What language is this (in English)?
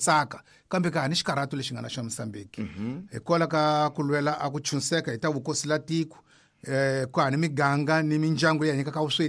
Tsonga